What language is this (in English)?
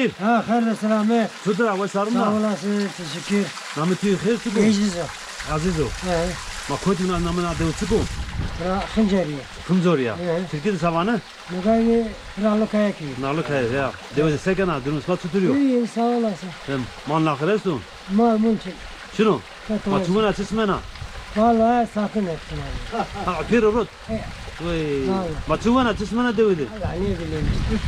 Zaza